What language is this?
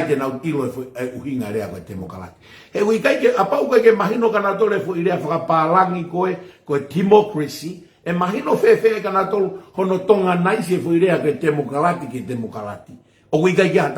Tongan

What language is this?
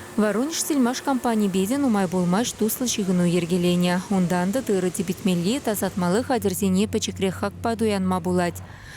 Chuvash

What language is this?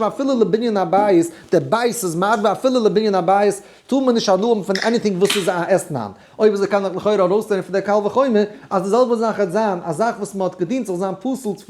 Yiddish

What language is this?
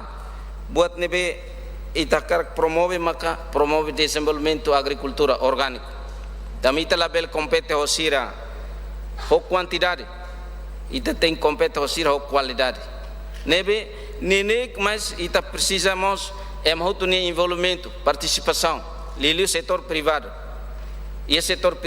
Tetum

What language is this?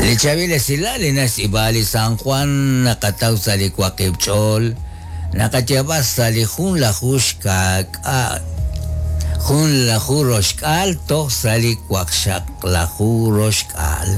Kekchí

